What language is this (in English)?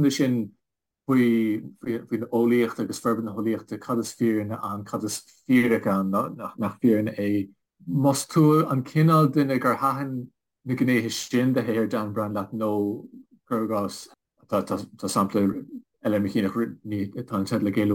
Irish